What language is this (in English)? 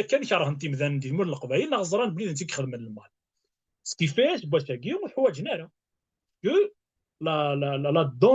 Kabyle